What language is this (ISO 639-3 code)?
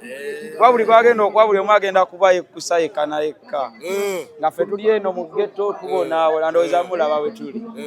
lug